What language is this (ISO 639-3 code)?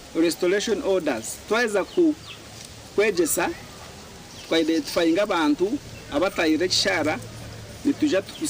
nyn